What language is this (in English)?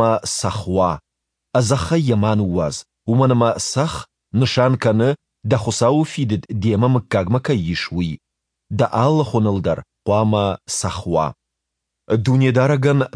Ossetic